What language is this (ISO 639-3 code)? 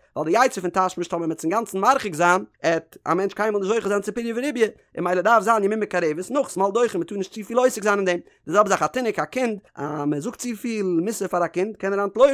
yid